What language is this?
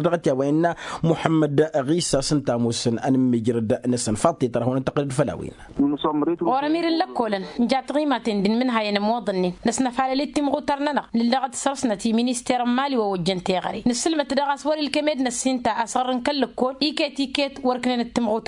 Tamasheq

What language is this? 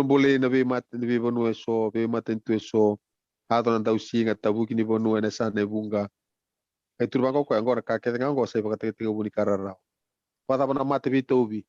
Fijian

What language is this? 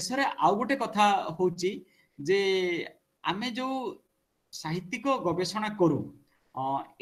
Odia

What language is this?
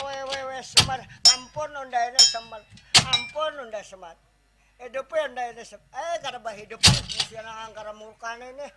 Banjar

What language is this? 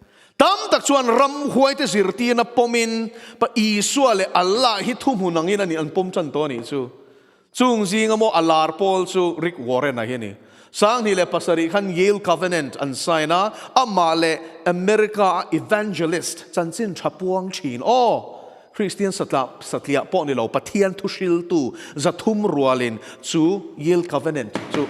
Mizo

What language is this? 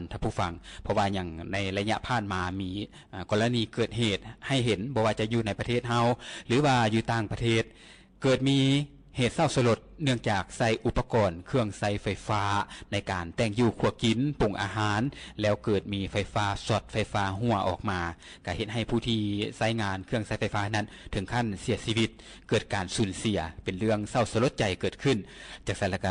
Lao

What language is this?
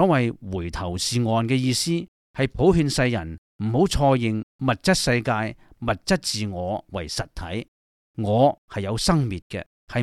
Cantonese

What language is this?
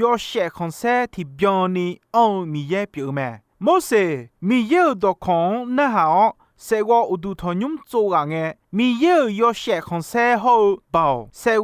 Akha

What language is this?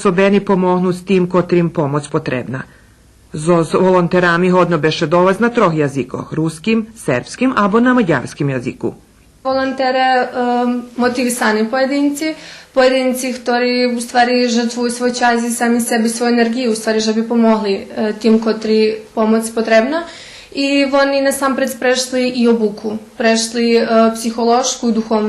Rusyn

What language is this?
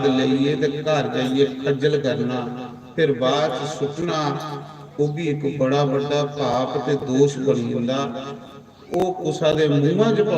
Dogri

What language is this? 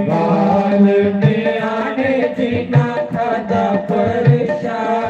Dogri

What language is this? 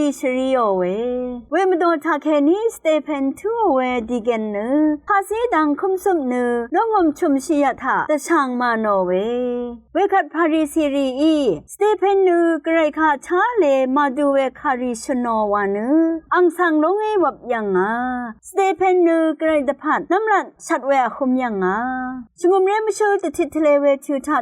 Rawang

